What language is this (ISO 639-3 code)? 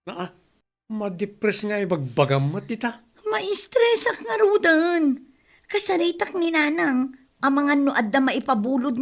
ilo